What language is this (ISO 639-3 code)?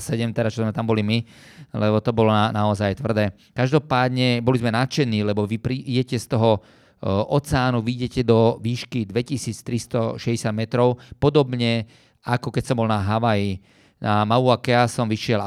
slk